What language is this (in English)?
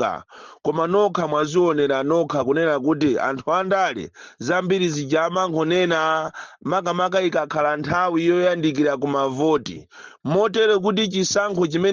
Nyanja